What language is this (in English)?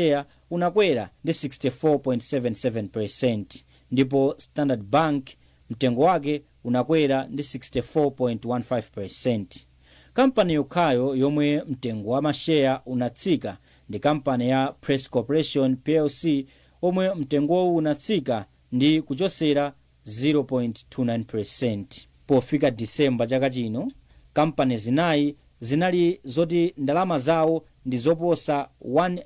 Nyanja